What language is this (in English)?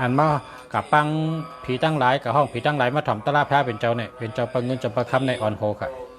Shan